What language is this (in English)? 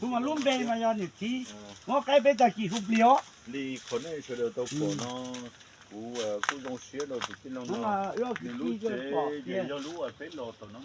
Hmong